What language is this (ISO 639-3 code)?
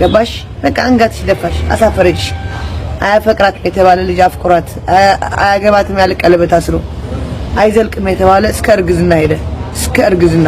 amh